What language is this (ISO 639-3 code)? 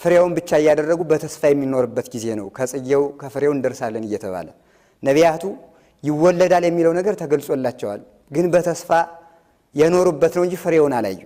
amh